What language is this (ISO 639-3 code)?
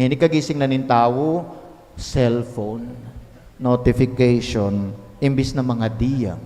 pam